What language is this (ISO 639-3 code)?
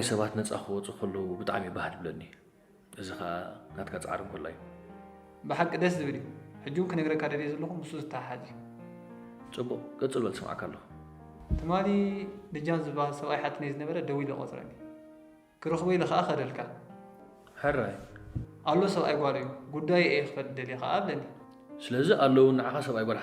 tir